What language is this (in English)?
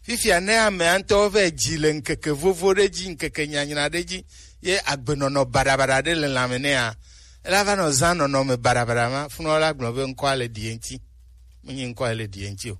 Gen